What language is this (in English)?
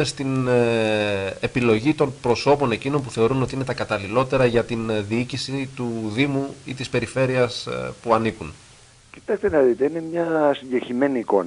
Greek